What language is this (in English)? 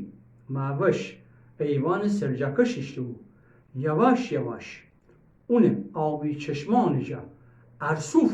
Gilaki